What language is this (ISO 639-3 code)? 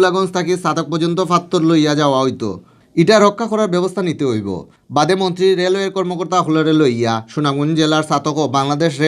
syl